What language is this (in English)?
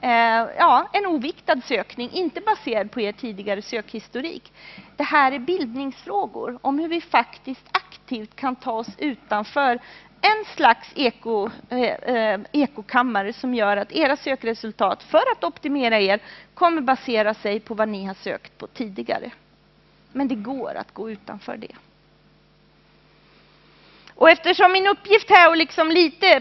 Swedish